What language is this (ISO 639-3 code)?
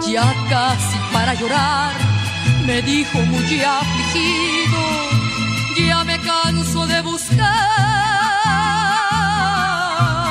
spa